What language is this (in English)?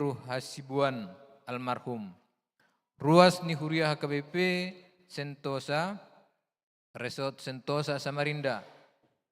Batak Toba